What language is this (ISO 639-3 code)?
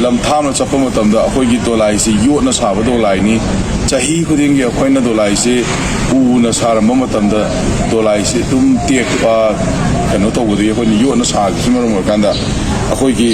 mni